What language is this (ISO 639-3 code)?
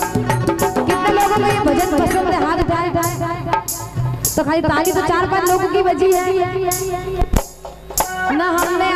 hin